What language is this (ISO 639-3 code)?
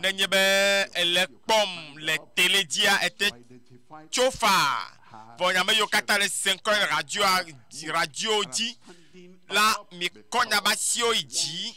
ewe